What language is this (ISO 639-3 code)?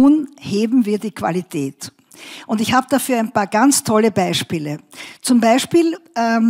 deu